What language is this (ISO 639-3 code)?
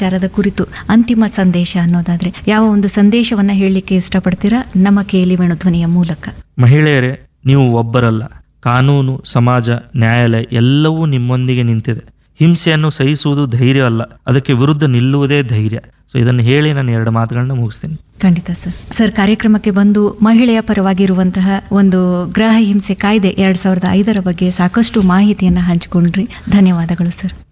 kan